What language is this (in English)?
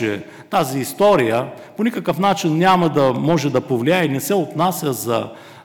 Bulgarian